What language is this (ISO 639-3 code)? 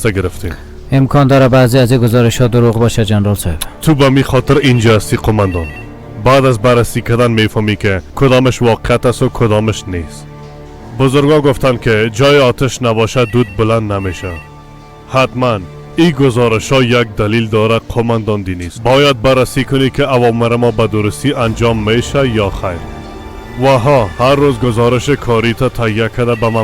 fas